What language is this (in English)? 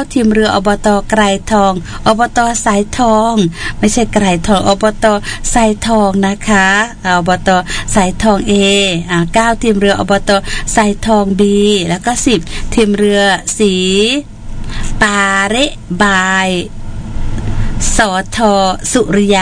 Thai